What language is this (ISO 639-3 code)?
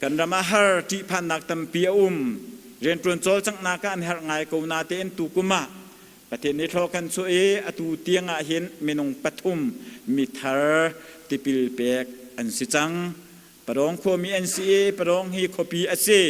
cnh